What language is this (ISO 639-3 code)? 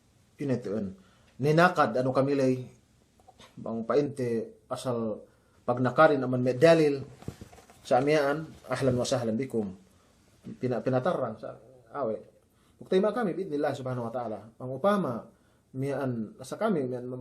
yka